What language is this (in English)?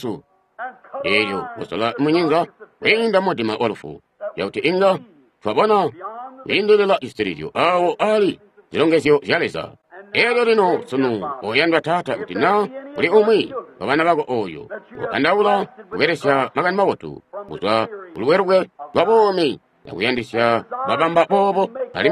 Tonga (Zambia)